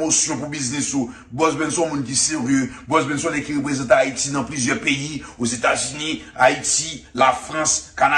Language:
Haitian Creole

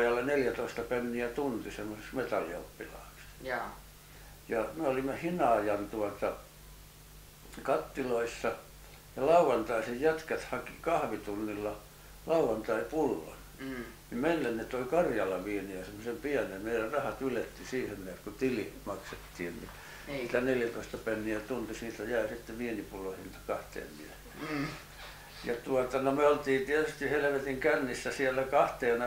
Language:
Finnish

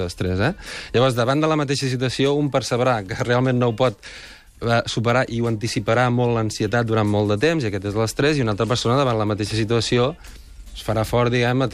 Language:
Catalan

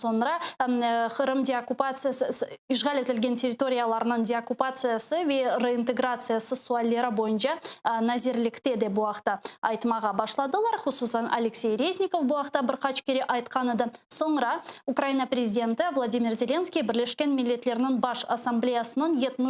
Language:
Crimean Tatar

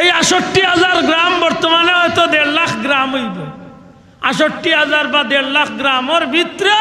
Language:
Sylheti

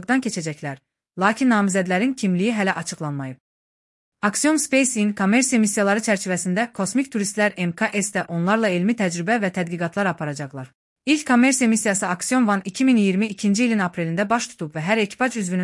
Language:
Azerbaijani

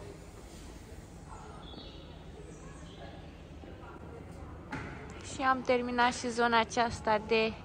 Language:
Romanian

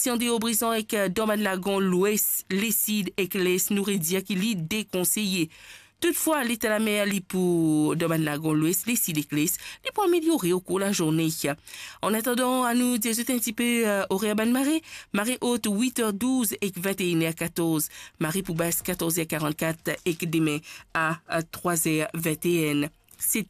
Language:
Morisyen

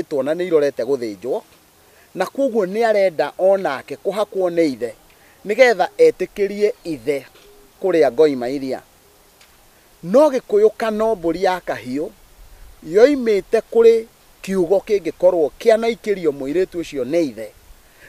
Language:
Kikuyu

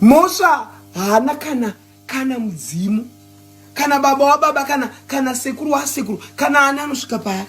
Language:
Shona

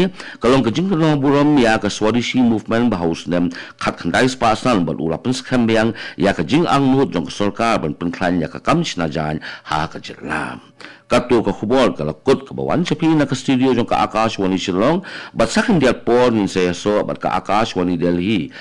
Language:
Khasi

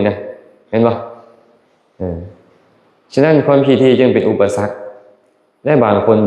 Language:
Lao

